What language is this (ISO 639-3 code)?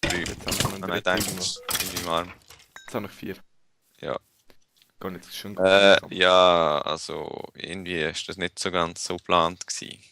gsw